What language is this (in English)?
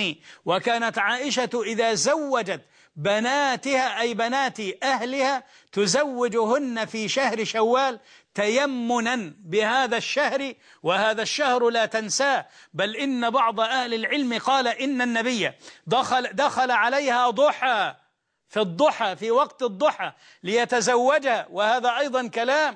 Arabic